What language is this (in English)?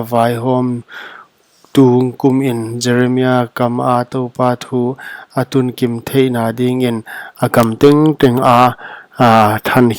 Paite Chin